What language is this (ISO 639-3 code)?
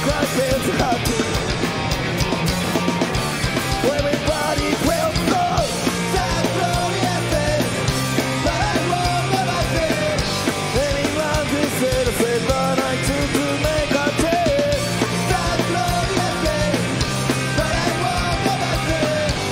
jpn